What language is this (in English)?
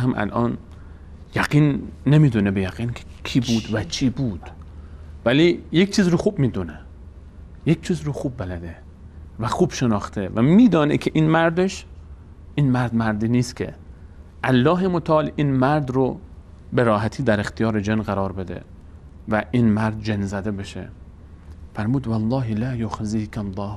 Persian